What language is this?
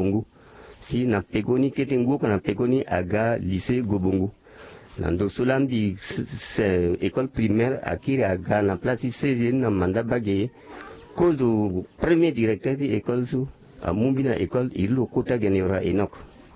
Sango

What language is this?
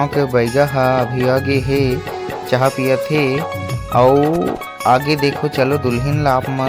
Chhattisgarhi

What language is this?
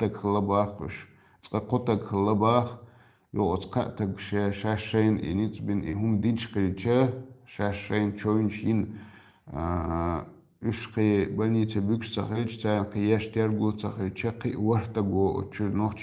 Chechen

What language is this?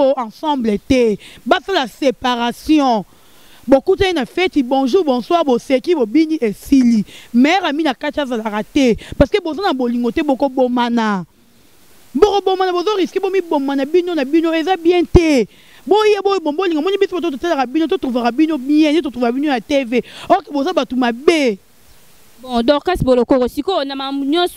Lingala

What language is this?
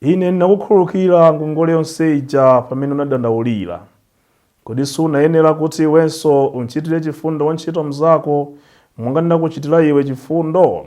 Nyanja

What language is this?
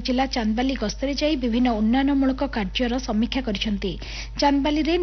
Odia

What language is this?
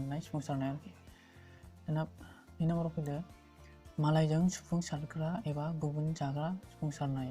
Bodo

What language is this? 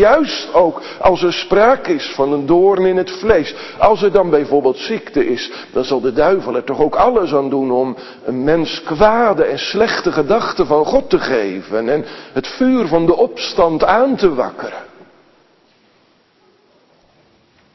Dutch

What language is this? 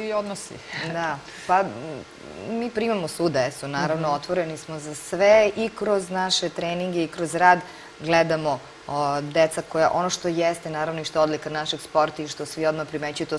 Serbian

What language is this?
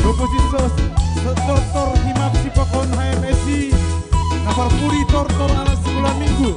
Batak Simalungun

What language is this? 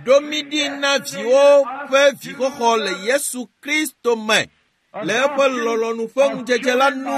Ewe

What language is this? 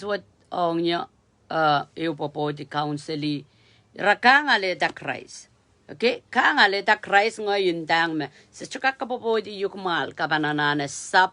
Pohnpeian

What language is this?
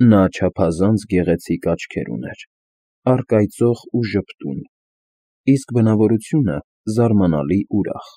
Armenian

